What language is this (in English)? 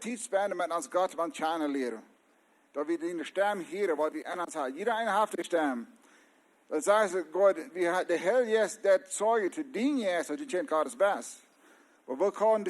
Plautdietsch